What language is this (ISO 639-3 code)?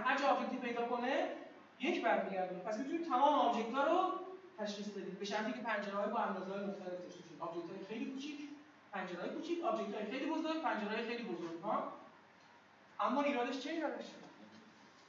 fas